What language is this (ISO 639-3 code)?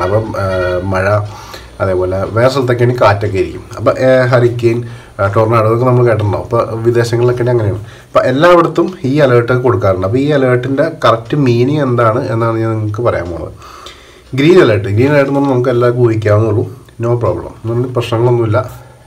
mal